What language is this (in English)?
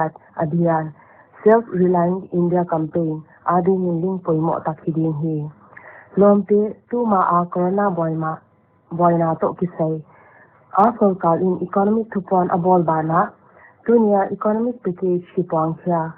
Paite Chin